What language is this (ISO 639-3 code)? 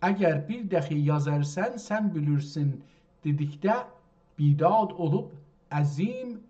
azb